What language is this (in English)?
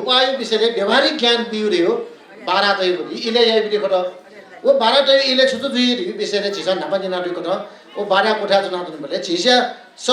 Newari